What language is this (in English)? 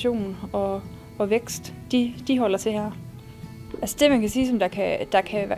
Danish